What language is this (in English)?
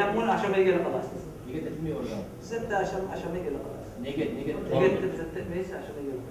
Kumyk